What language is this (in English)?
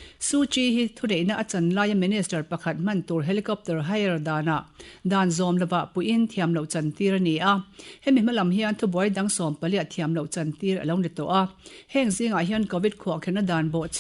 Mizo